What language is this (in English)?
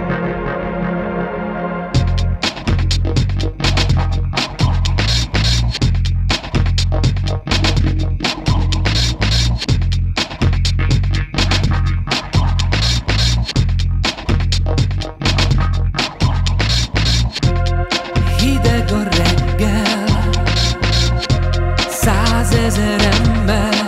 Hungarian